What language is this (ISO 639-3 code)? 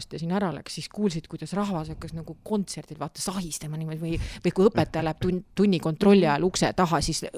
est